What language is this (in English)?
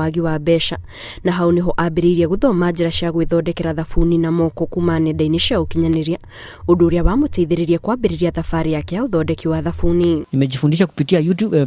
Kikuyu